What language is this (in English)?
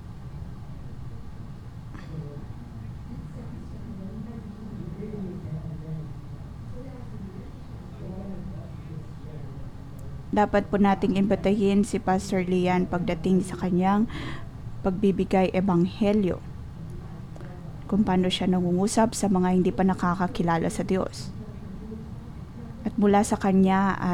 Filipino